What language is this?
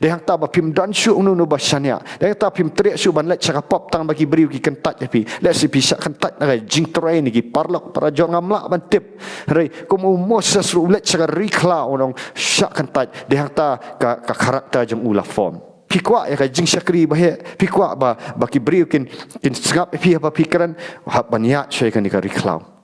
Khasi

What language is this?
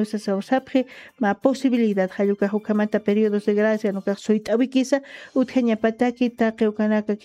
Aymara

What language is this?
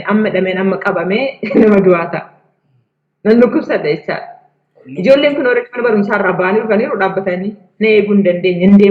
Oromo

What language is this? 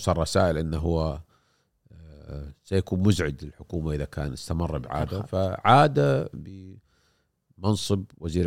Gulf Arabic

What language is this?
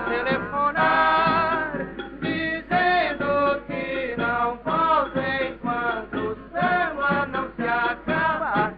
Portuguese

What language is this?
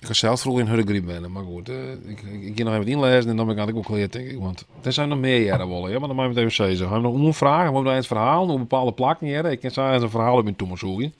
Western Frisian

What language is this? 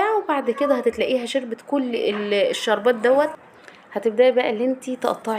Egyptian Arabic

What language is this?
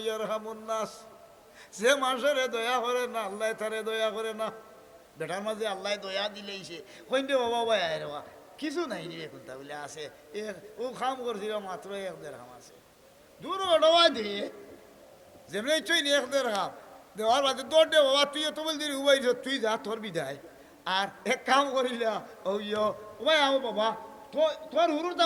Sylheti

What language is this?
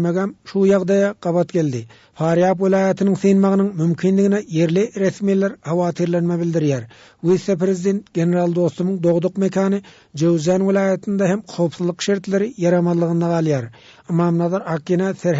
Turkmen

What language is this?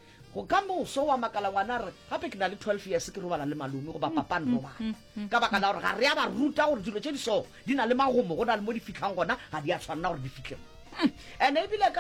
Northern Sotho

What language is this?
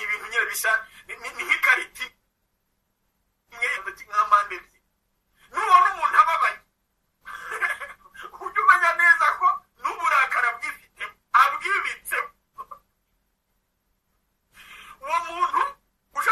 Kinyarwanda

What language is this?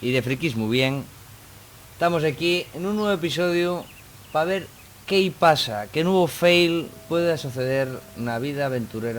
Asturian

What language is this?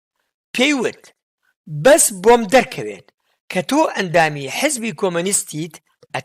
Central Kurdish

